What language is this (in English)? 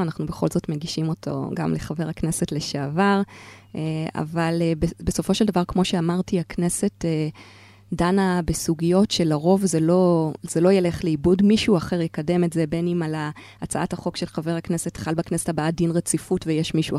Hebrew